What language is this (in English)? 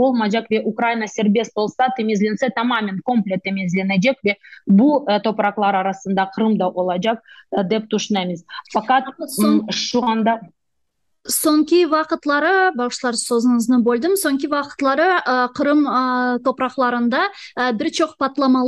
Crimean Tatar